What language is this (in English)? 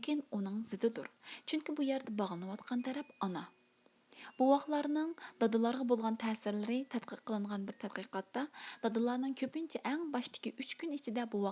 Uyghur